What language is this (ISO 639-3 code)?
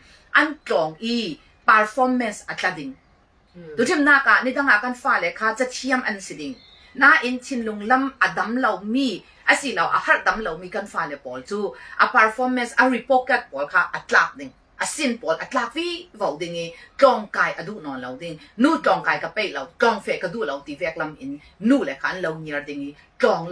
cfm